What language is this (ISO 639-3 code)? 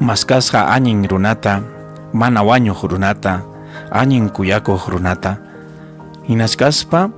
quy